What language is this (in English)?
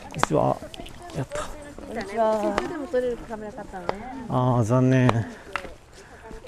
Japanese